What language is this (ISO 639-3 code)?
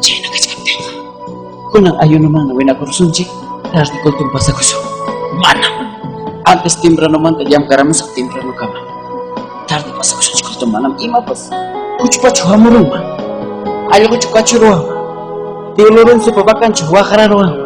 quy